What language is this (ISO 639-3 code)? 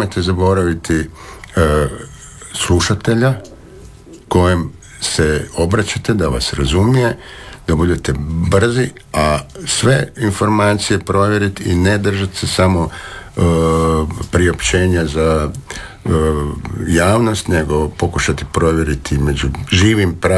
hrv